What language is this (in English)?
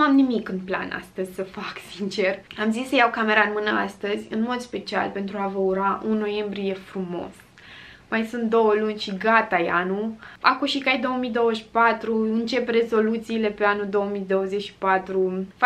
Romanian